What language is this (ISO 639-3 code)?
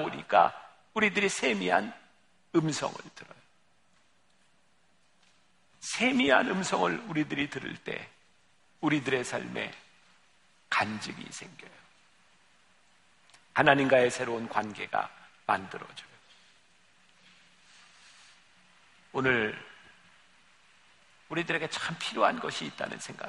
kor